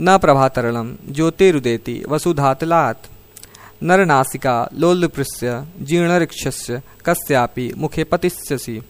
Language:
Sanskrit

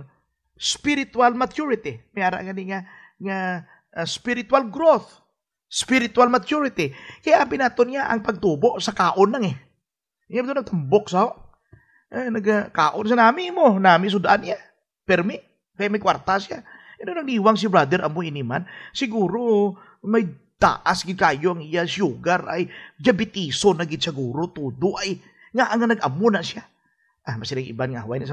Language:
Hiligaynon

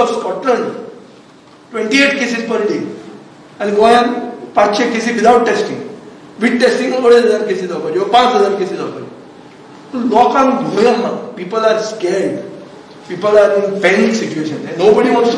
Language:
Konkani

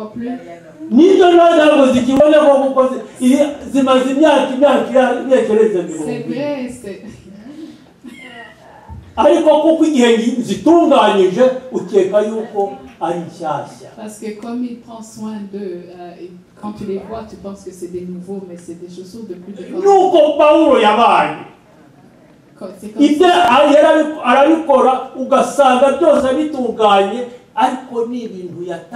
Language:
Kinyarwanda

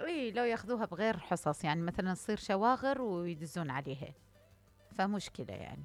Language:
Mesopotamian Arabic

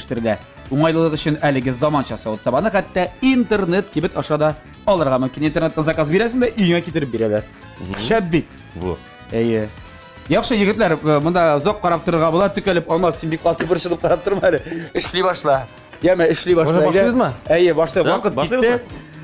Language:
Tatar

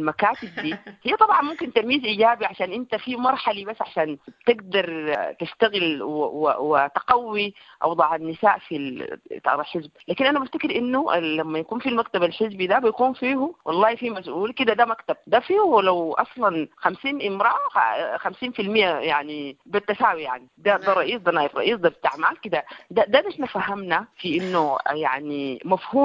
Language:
Sudanese Arabic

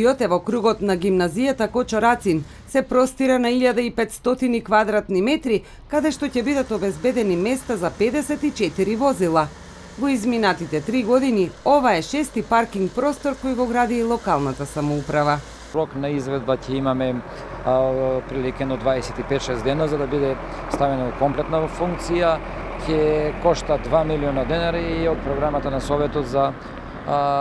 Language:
Macedonian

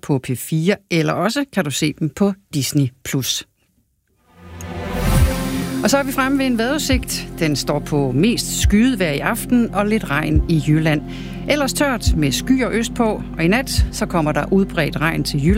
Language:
Danish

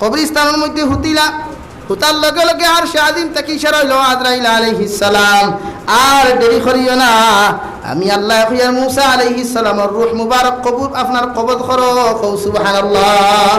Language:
Sylheti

